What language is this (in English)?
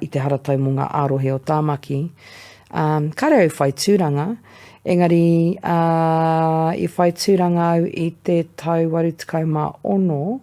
Māori